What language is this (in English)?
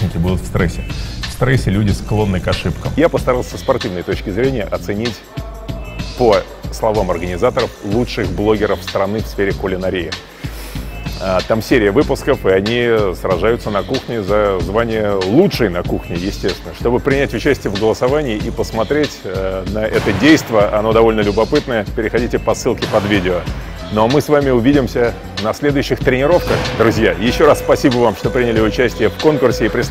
Russian